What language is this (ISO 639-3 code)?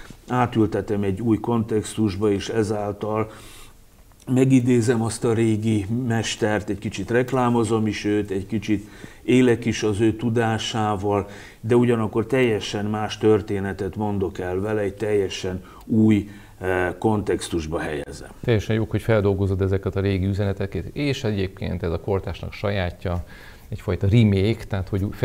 hun